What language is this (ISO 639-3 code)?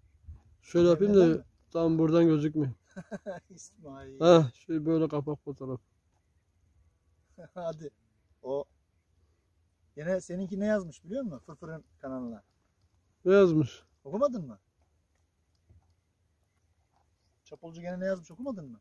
tur